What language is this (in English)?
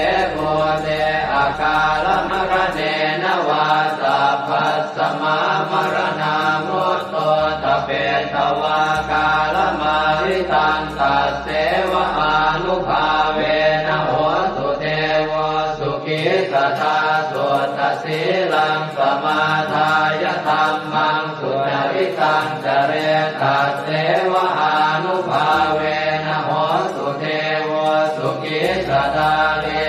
Pali